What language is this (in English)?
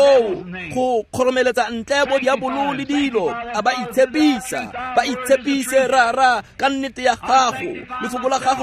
Tswana